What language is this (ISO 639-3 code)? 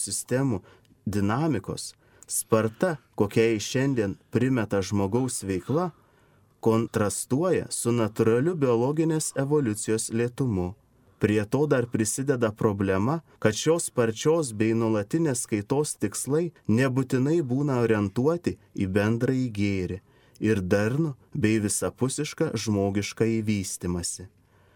lit